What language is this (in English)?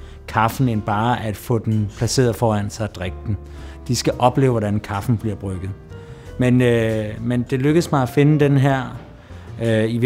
Danish